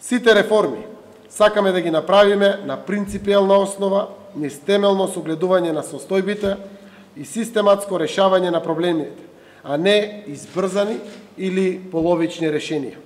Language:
Macedonian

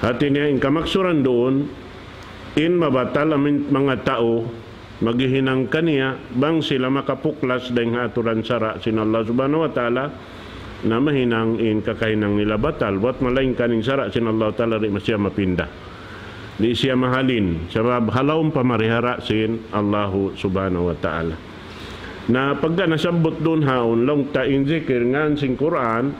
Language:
Tausug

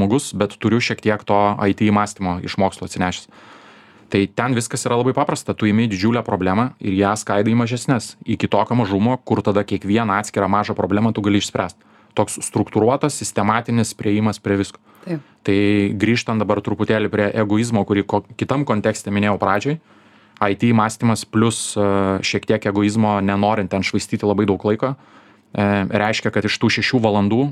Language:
Lithuanian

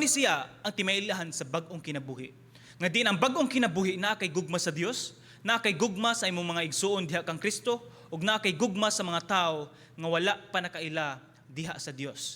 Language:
Cebuano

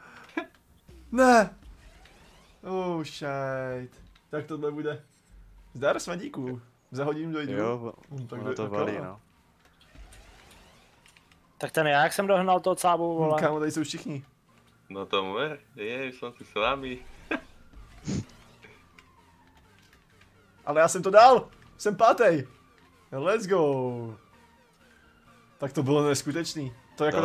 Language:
Czech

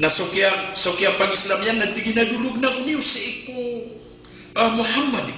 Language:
Maranao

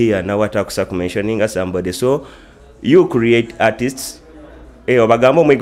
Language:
Nyoro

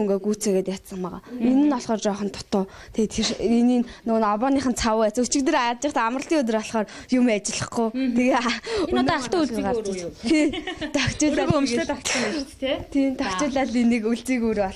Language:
Mongolian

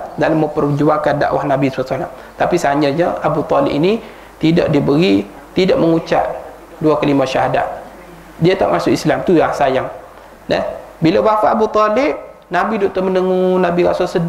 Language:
Malay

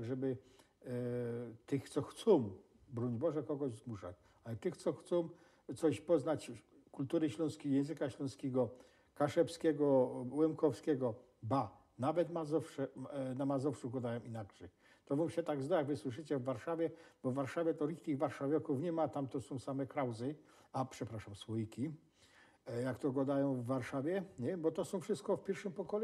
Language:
Silesian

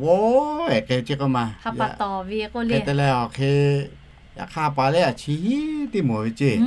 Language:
Lahu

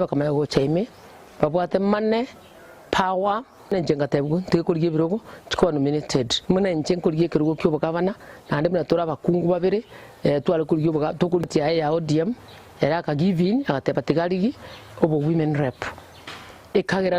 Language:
Gusii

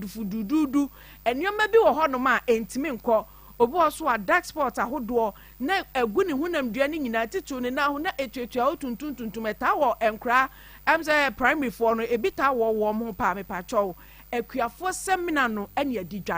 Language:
Akan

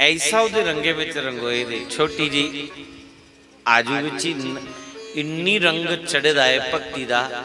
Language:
Dogri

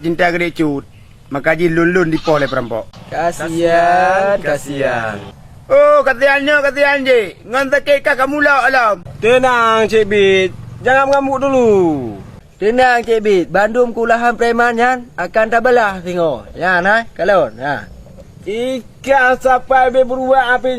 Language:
Achinese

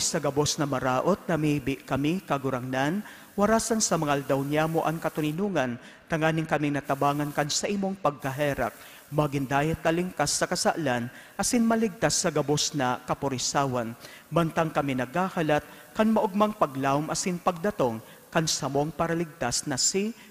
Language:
Bikol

